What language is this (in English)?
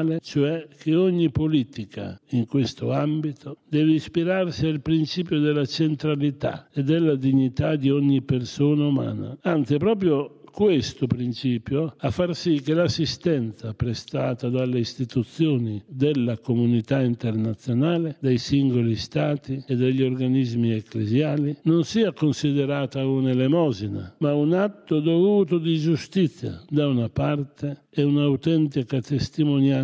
Italian